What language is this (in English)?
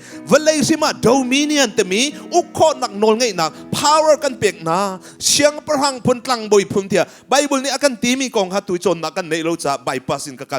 Hakha Chin